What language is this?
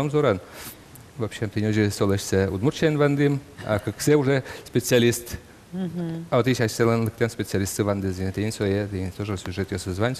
Udmurt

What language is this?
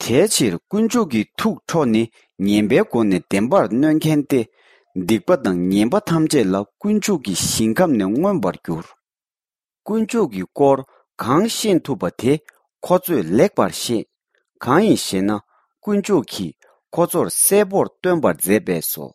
Tibetan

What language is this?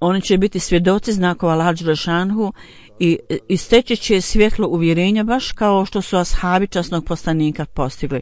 Bosnian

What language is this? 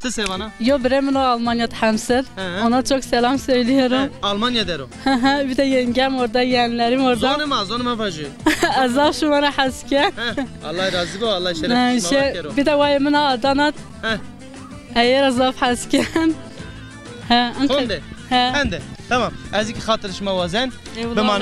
Zaza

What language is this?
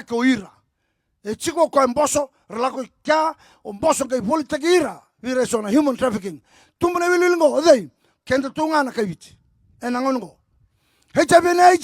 Fijian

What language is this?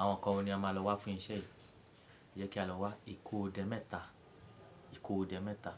Yoruba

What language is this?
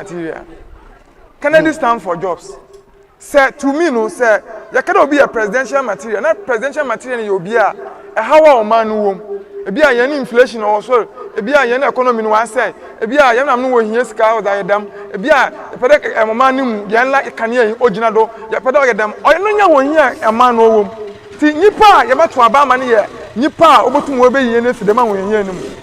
Akan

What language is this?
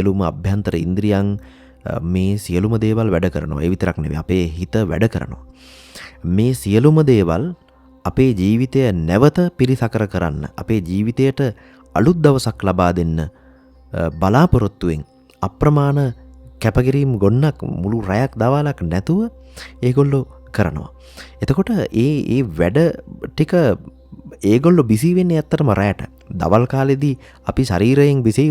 Sinhala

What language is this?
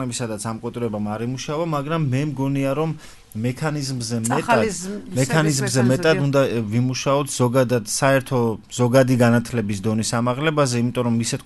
Georgian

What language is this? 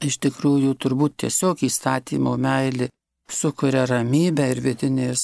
Lithuanian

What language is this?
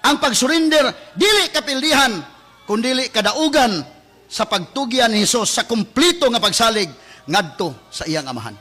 Cebuano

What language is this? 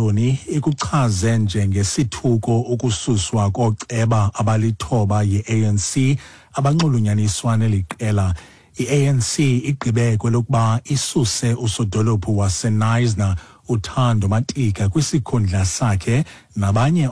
Xhosa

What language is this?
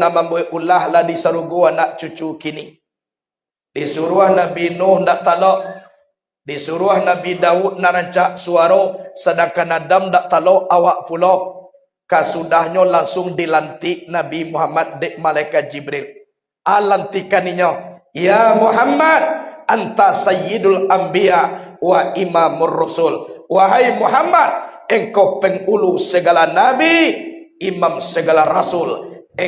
Minangkabau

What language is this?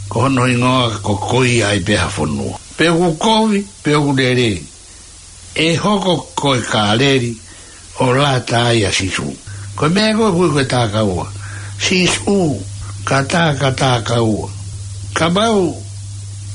Tongan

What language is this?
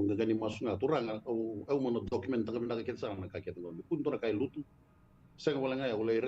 Fijian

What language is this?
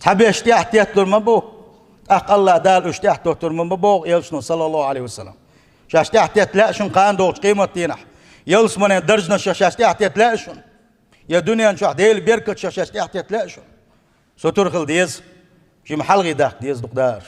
Chechen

